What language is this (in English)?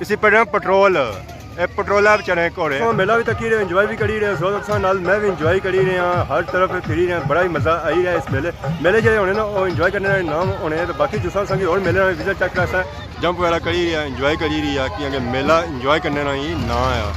Pahari-Potwari